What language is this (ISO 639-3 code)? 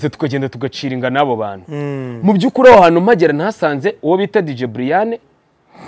kin